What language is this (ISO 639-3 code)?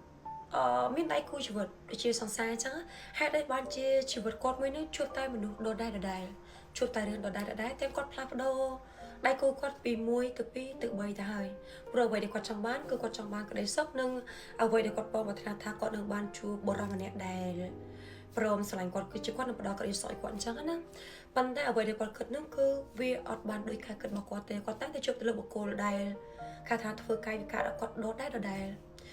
khm